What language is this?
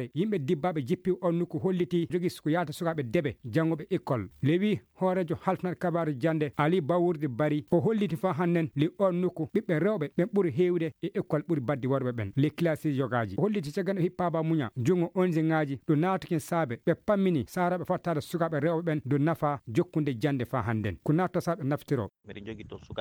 Fula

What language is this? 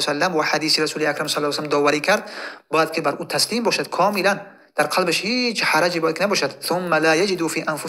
Tajik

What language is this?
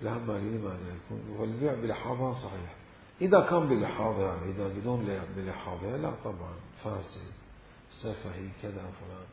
Mesopotamian Arabic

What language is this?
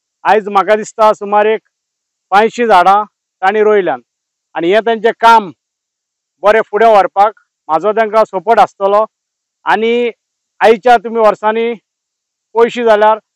Konkani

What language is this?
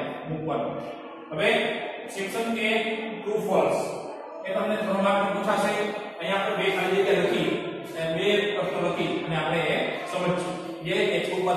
Gujarati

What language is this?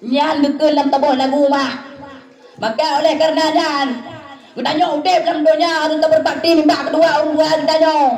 Achinese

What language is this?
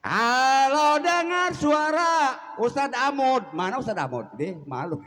Betawi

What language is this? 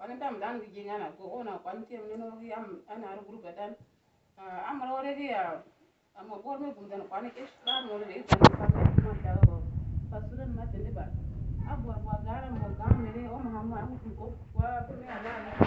Uduk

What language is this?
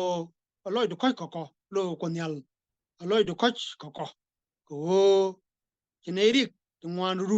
Nuer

